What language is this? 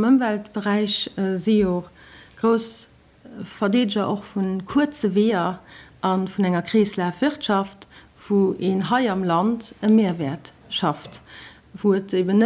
Luxembourgish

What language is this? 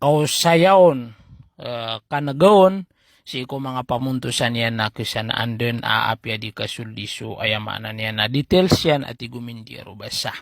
Maranao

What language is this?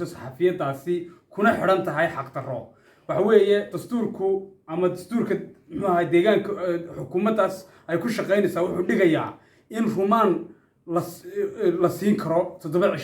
Somali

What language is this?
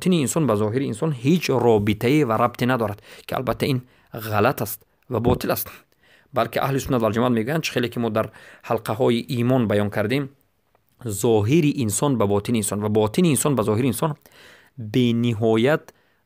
Tajik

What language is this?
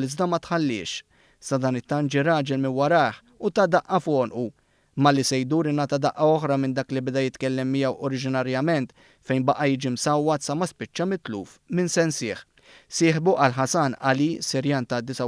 Maltese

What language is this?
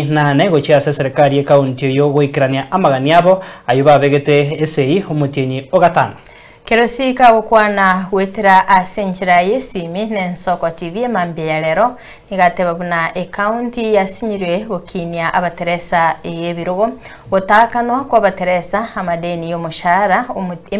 Gusii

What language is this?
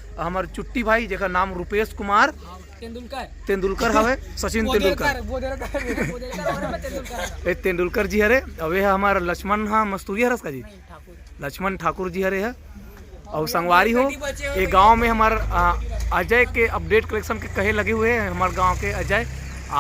Chhattisgarhi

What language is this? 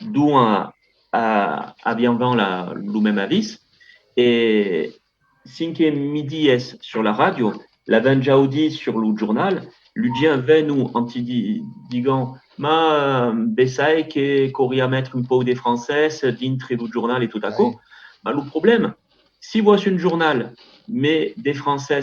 Occitan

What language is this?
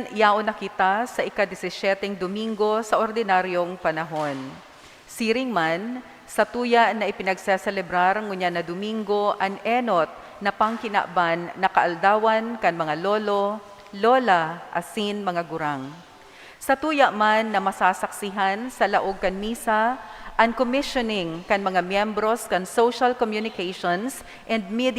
Bikol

